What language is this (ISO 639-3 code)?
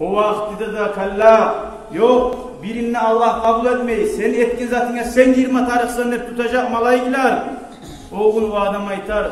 kum